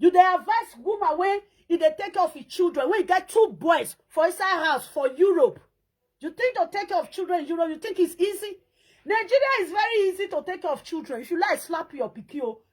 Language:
Nigerian Pidgin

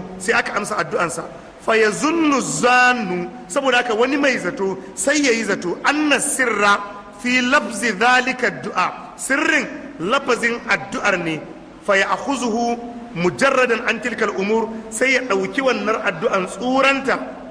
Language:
Hausa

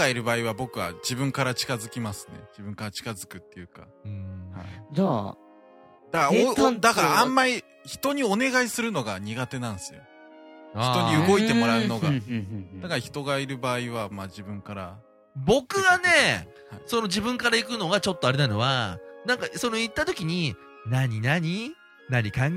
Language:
Japanese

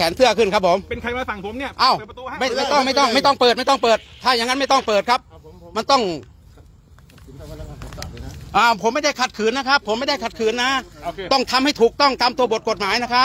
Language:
Thai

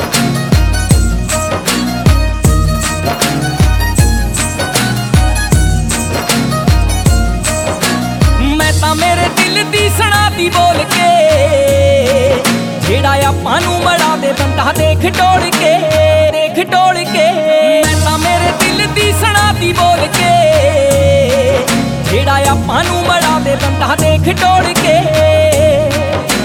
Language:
Punjabi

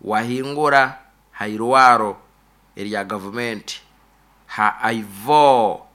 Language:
Nyoro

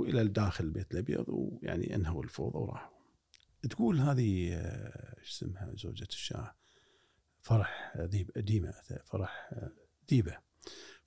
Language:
Gulf Arabic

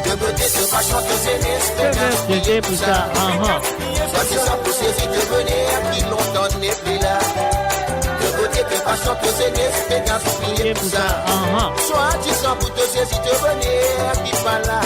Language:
Morisyen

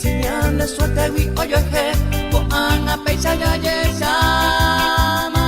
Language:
Guarani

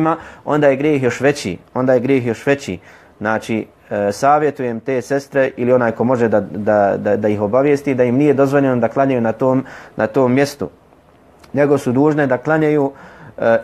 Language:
Bosnian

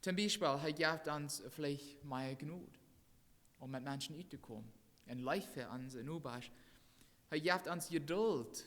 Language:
Plautdietsch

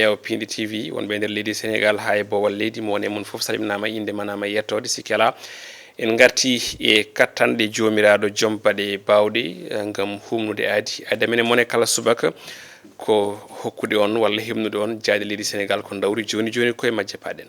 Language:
Fula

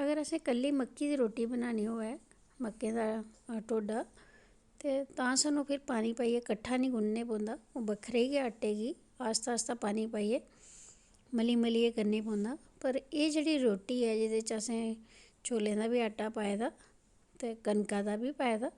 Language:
Dogri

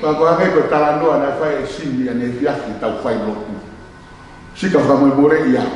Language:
Tongan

